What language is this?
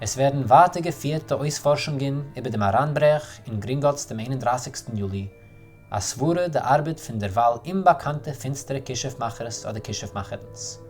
Yiddish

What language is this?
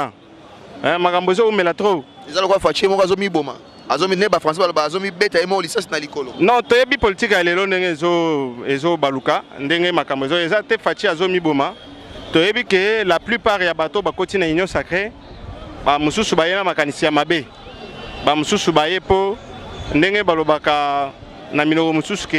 Lingala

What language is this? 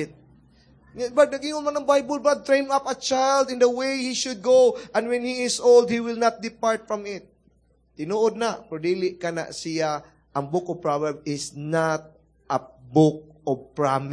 Cebuano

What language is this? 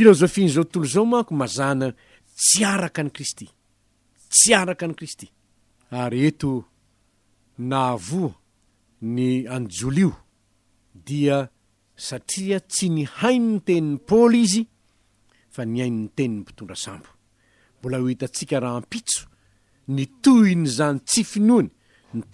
Malagasy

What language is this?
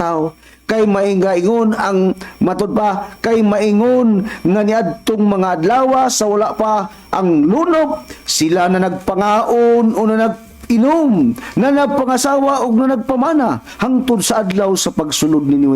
Cebuano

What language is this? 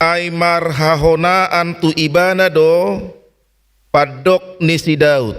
Batak Toba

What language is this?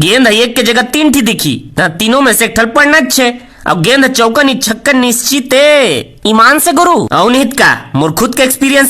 Chhattisgarhi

